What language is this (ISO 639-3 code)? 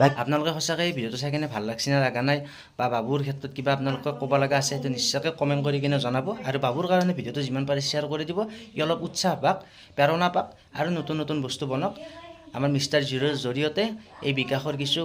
asm